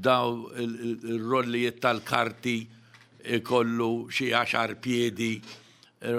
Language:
Maltese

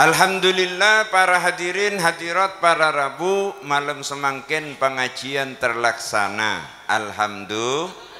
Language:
Madurese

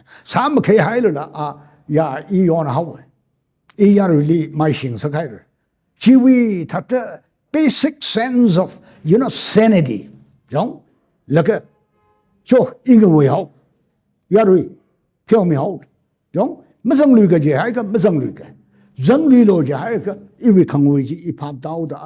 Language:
Tangkhul Naga (India)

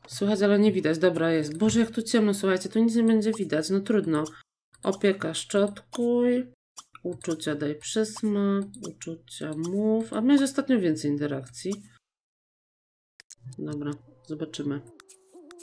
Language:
Polish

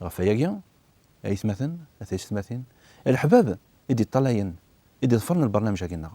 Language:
Kabyle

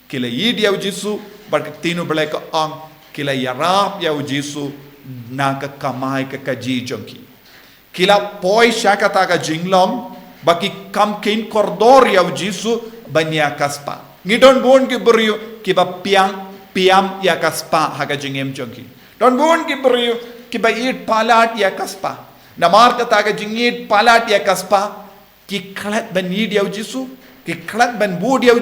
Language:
Khasi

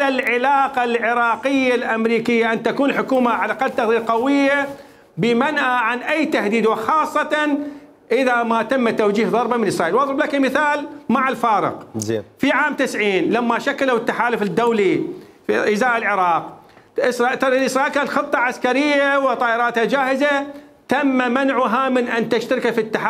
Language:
Mesopotamian Arabic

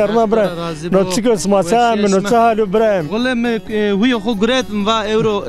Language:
Zaza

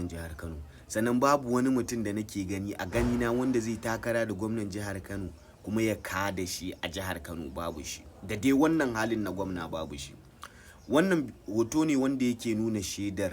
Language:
Hausa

